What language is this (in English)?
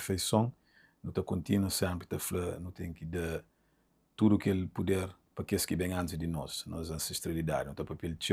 Kabuverdianu